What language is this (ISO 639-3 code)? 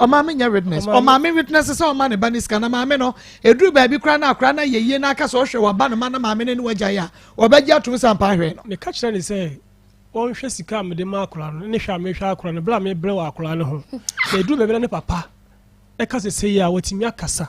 aka